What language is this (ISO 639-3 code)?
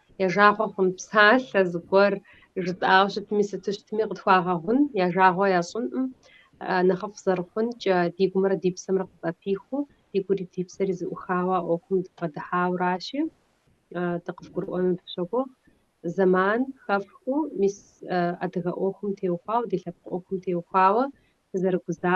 kbd